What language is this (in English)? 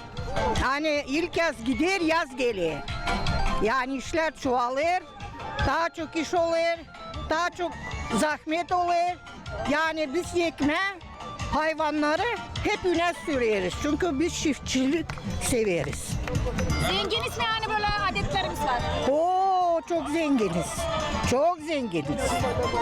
Gagauz